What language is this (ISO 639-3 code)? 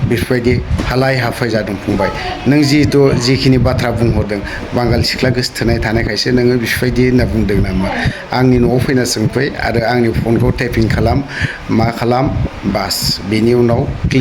brx